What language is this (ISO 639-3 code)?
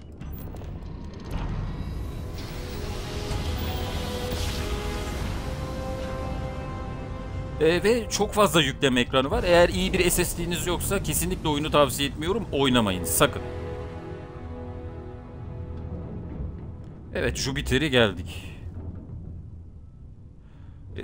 tur